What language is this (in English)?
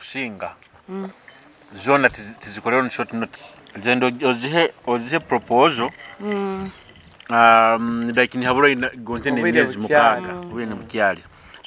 Nyoro